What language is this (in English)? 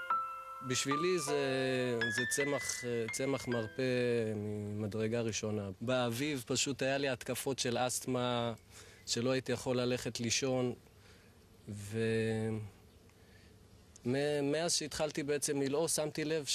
Hebrew